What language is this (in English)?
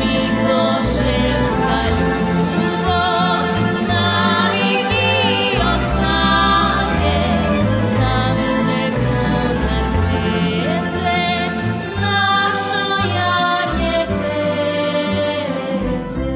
Rusyn